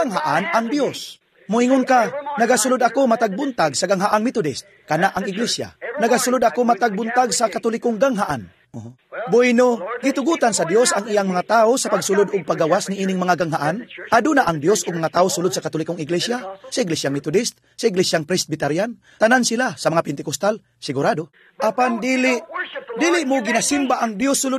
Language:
Cebuano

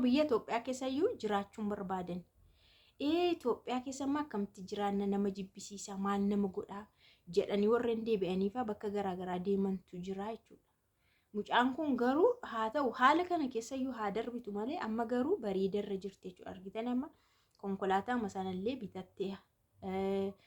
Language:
Oromo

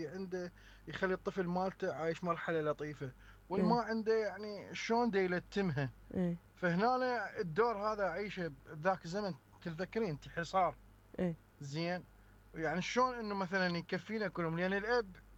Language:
Mesopotamian Arabic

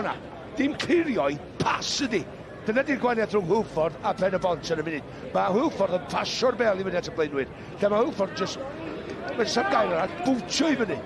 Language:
Welsh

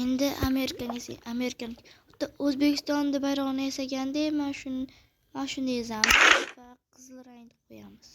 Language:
Uzbek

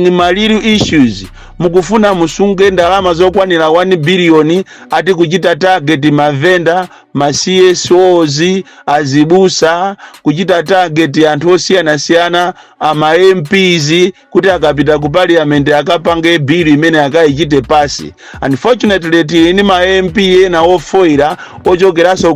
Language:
Nyanja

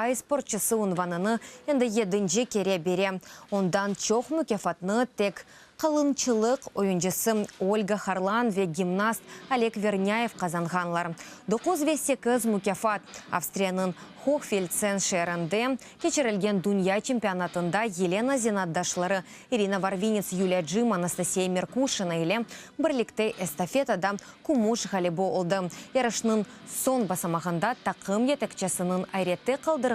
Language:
Crimean Tatar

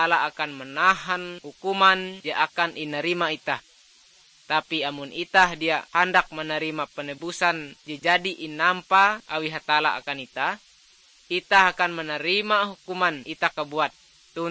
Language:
Ngaju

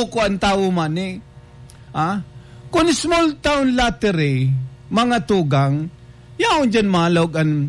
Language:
Bikol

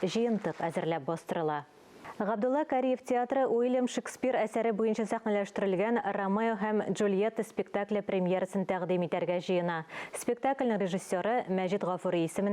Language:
Tatar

